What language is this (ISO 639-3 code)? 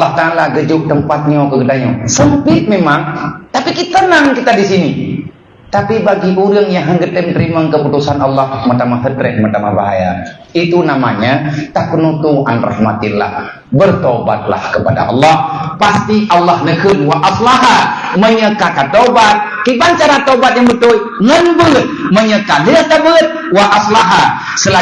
ace